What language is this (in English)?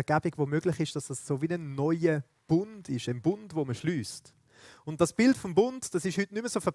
Swiss German